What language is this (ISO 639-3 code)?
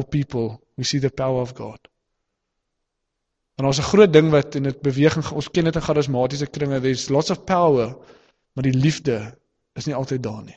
afr